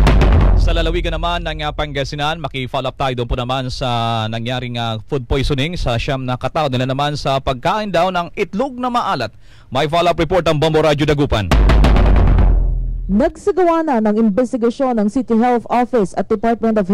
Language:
Filipino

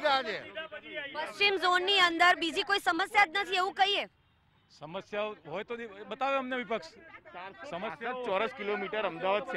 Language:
Gujarati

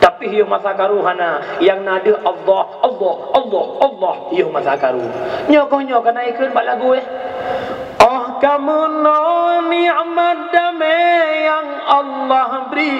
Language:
Achinese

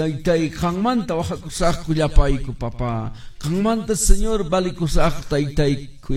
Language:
Quechua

